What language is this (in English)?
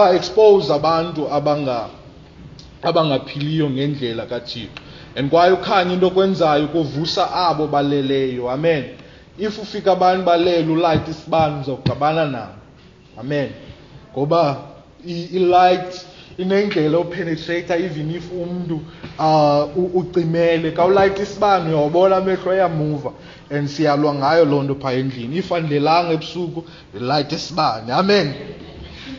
Xhosa